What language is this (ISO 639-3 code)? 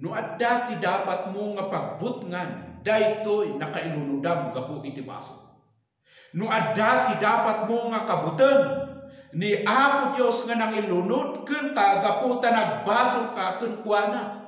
ilo